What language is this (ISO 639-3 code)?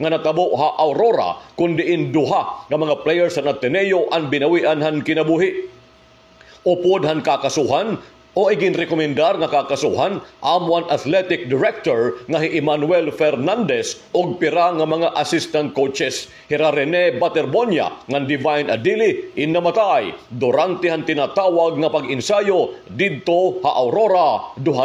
war